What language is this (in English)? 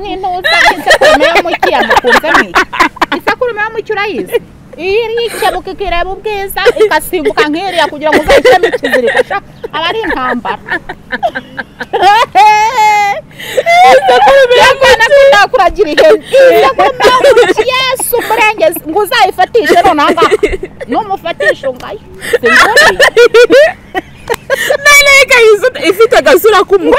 Kinyarwanda